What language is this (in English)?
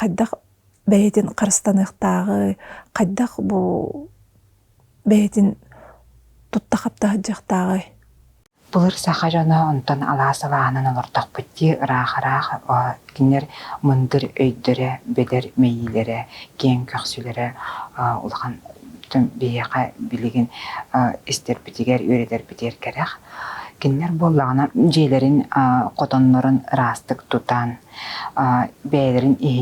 Yakut